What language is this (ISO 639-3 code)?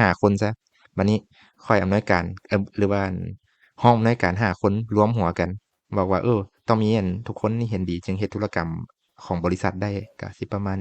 lao